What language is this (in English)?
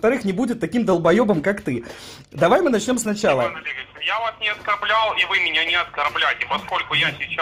Russian